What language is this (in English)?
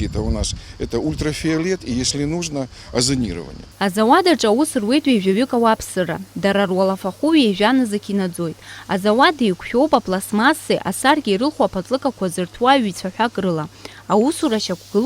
Abkhazian